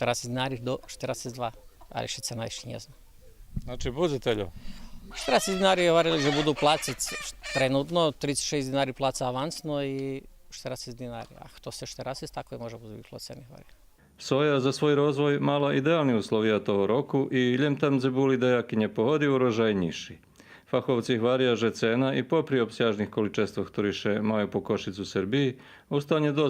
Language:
Rusyn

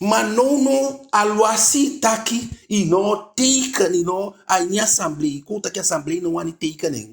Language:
Eastern Maroon Creole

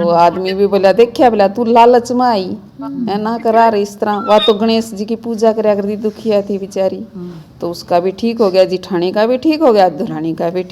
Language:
Haryanvi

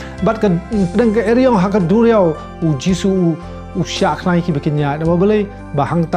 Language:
Khasi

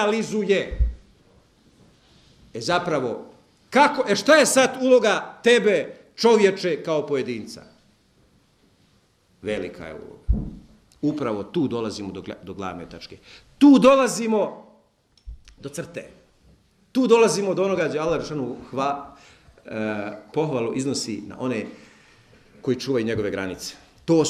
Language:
Bosnian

